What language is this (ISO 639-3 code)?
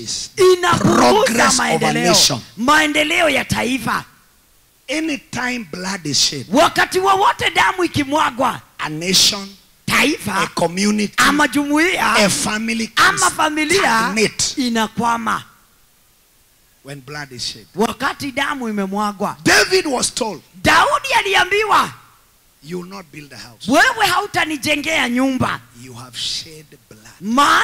swa